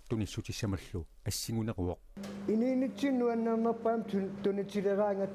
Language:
Kalaallisut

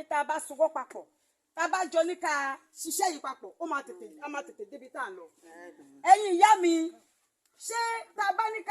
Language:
Yoruba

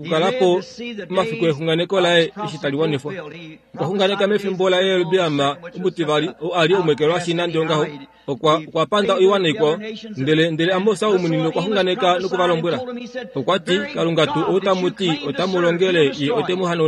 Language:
Kuanyama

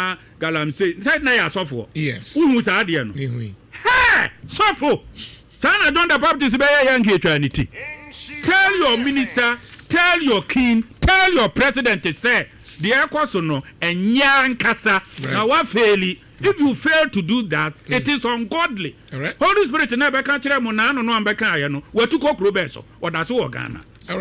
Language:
Akan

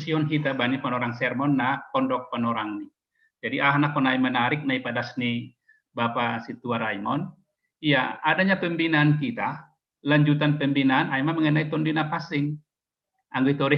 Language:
Batak Simalungun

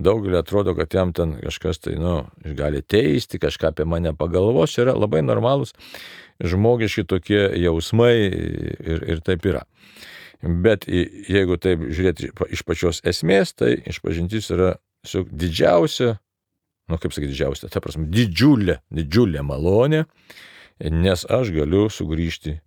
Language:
Lithuanian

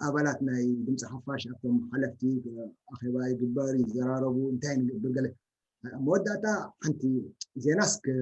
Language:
Tigrinya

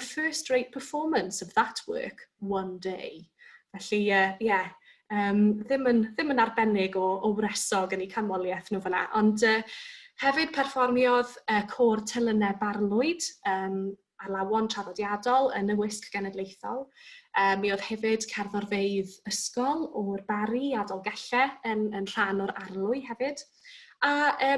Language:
Welsh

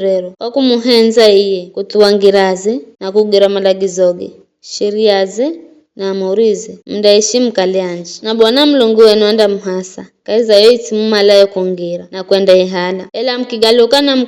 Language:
Giryama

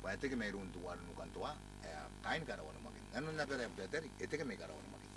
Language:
Gilbertese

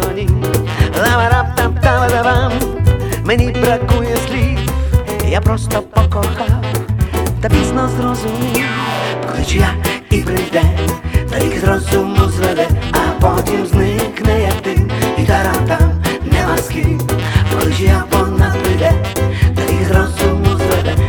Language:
Ukrainian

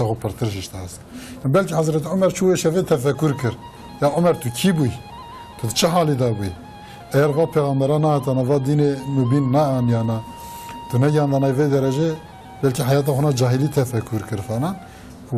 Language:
Kurdish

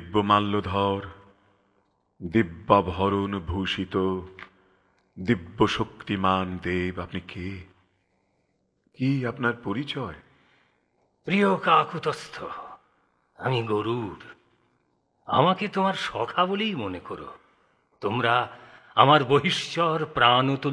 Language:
Bangla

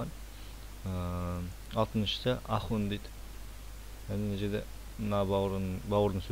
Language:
Kazakh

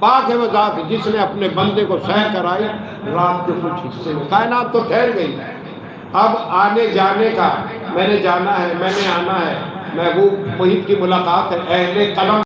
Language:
Saraiki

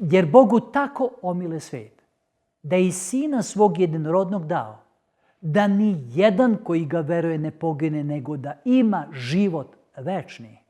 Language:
Macedonian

